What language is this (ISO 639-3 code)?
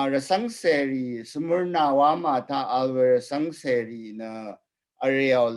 raw